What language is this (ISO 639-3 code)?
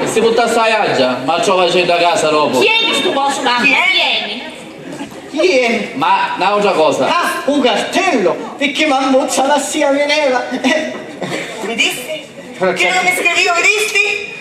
scn